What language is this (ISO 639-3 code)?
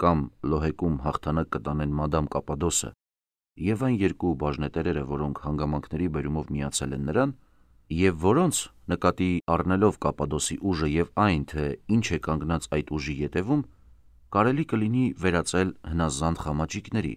hye